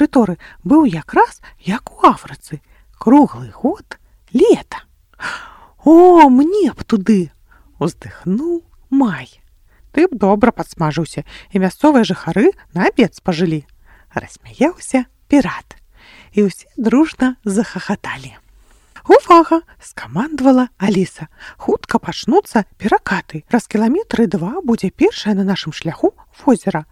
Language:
Belarusian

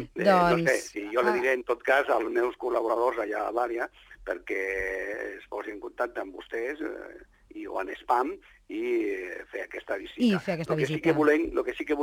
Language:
Catalan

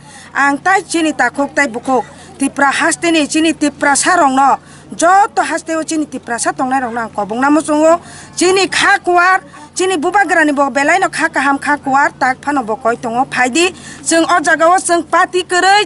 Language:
Kok Borok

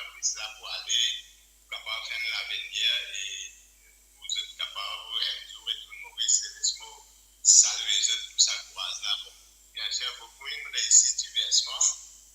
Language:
Morisyen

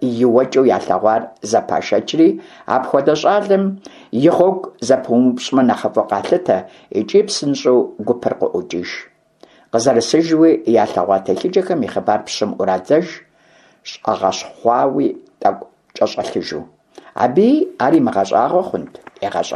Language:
Kabardian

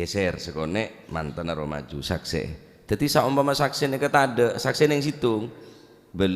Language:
Madurese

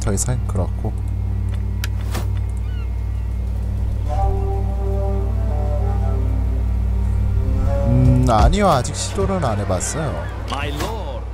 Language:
Korean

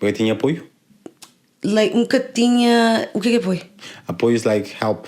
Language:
Kabuverdianu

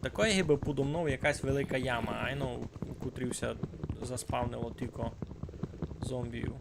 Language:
Rusyn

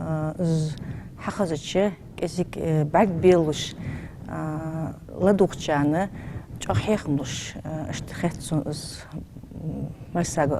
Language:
Ingush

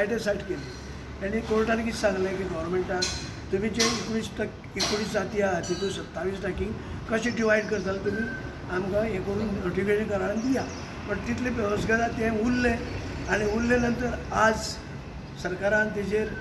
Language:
Konkani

